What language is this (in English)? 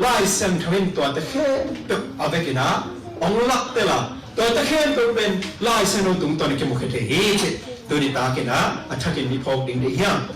Tedim Chin